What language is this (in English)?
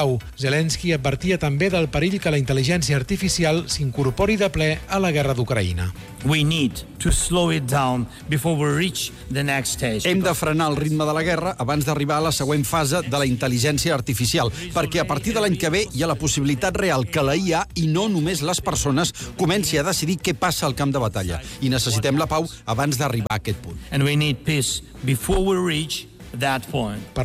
Catalan